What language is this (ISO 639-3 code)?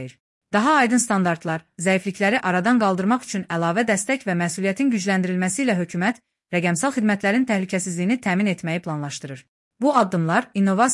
aze